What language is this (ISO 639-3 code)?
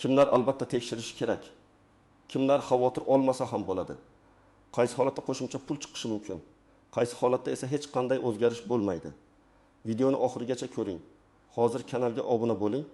uzb